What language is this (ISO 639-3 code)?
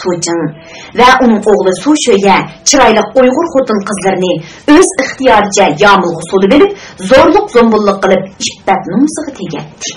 uig